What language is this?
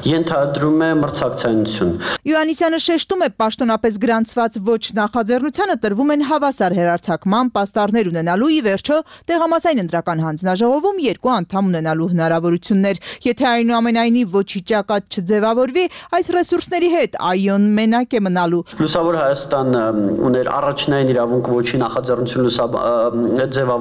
Armenian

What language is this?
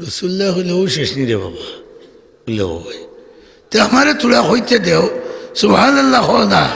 Sylheti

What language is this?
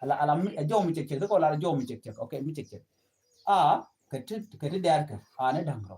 Nuer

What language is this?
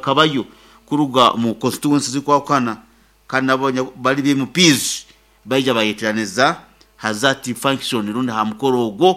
Nyoro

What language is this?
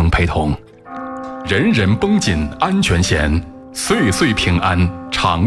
Chinese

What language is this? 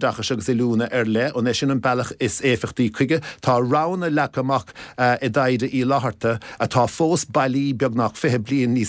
Irish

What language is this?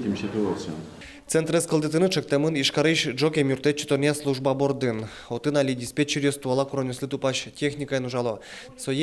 Udmurt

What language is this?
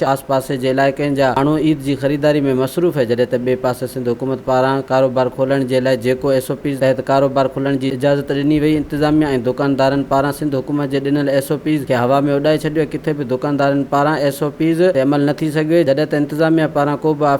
Sindhi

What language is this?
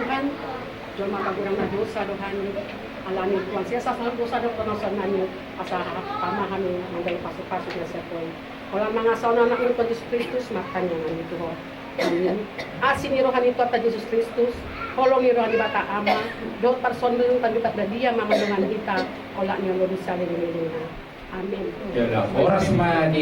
Batak Toba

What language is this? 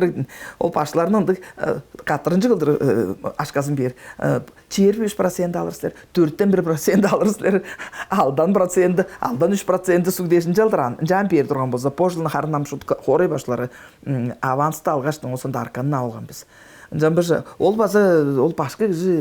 Tuvinian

